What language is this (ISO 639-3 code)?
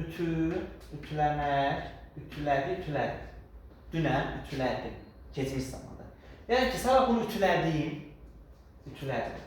aze